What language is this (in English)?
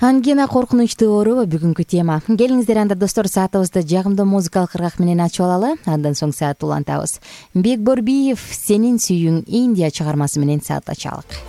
Kyrgyz